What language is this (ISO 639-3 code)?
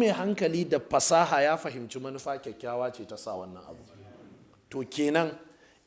hau